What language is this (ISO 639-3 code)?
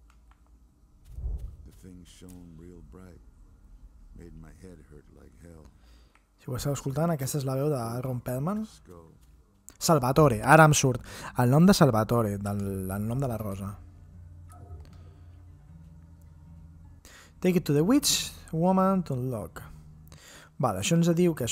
cat